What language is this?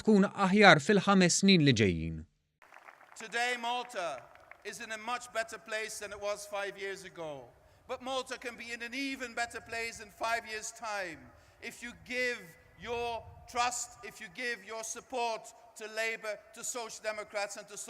Maltese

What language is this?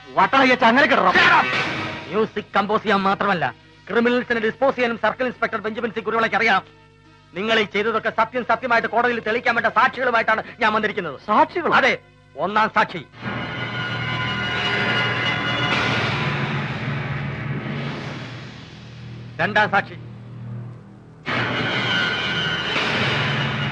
Malayalam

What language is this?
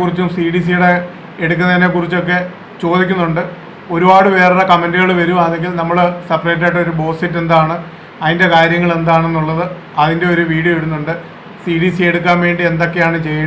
Malayalam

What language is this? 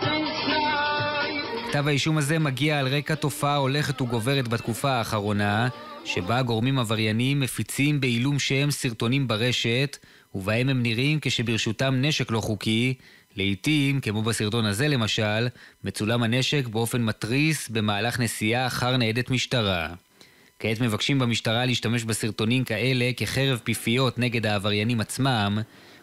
Hebrew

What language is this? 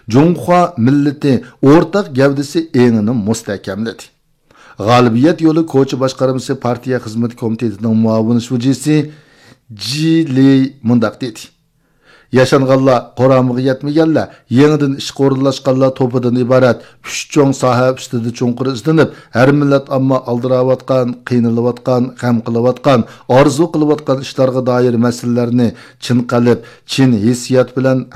Uyghur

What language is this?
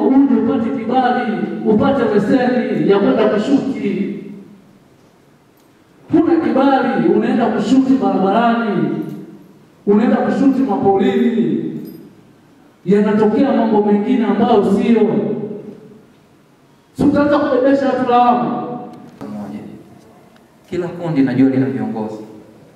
Swahili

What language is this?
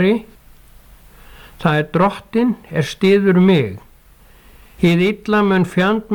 Icelandic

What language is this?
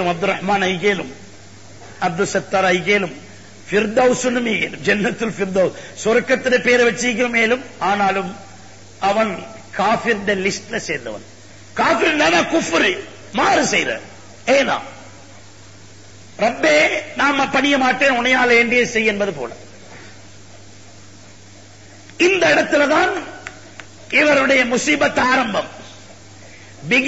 Tamil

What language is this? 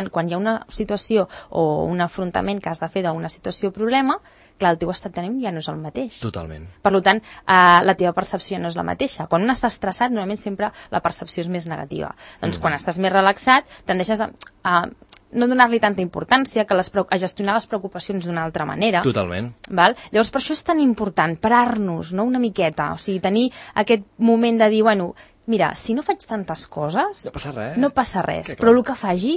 Catalan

